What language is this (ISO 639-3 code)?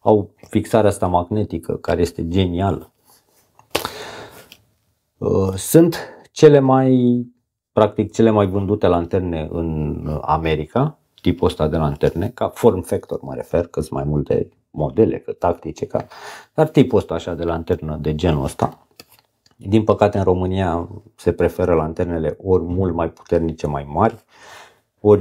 ron